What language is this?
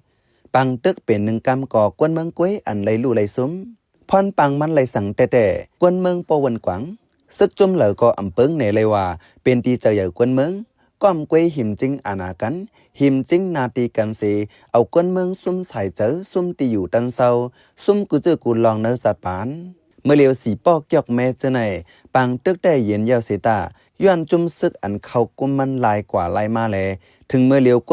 Shan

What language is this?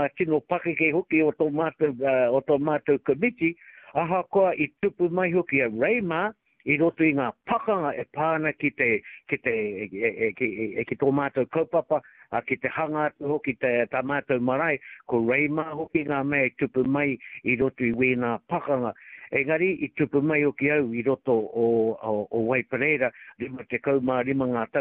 Māori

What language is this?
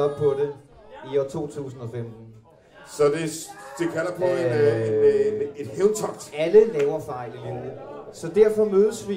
Danish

